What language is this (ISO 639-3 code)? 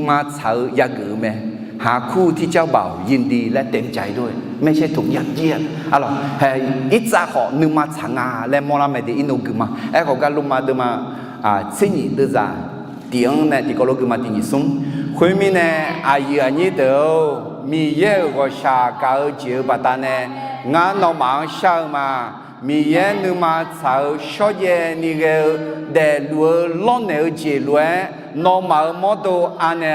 ahk